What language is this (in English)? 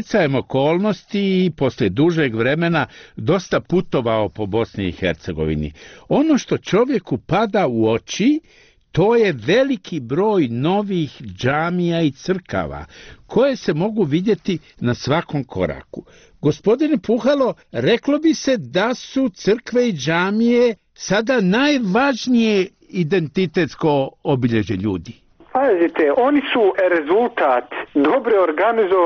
Bosnian